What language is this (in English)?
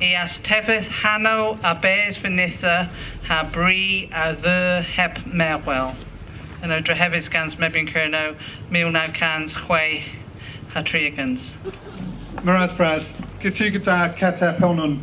Cornish